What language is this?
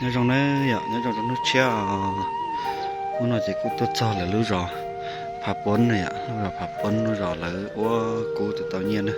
Hmong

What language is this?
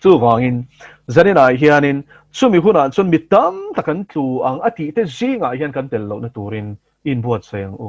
Mizo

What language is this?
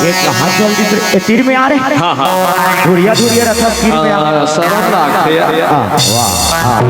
Chhattisgarhi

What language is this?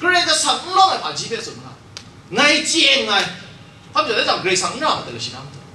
Kachin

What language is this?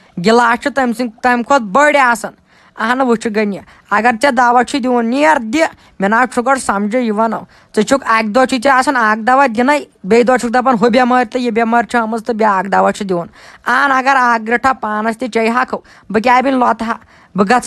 Kashmiri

